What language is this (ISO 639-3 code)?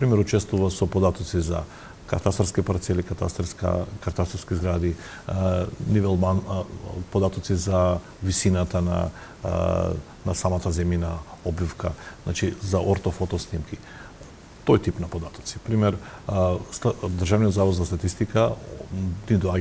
mkd